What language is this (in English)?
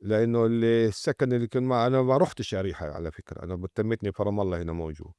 North Levantine Arabic